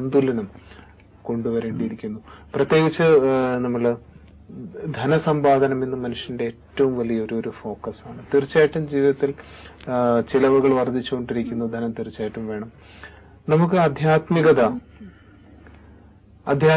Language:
Malayalam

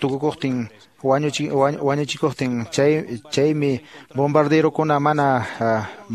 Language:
Quechua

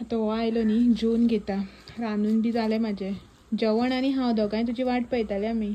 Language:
Konkani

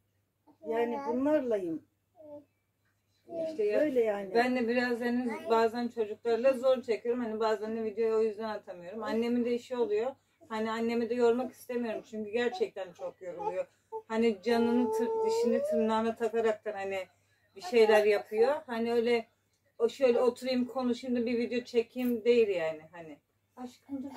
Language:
Turkish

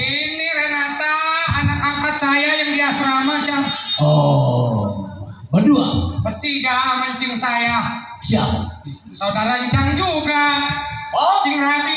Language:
Betawi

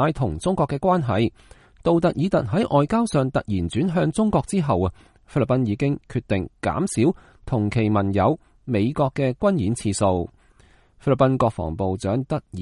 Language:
Cantonese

